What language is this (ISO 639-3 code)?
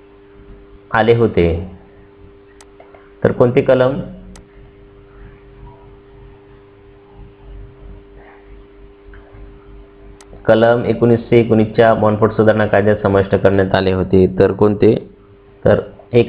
mar